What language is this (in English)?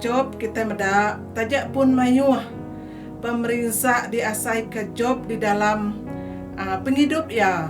Iban